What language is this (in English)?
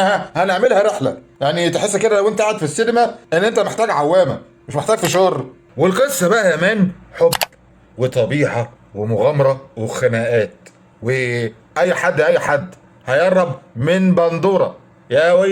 Egyptian Arabic